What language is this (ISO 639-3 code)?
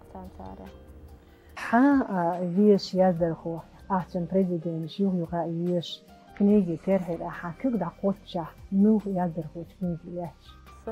che